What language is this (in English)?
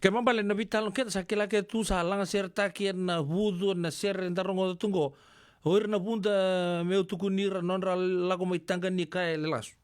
Fijian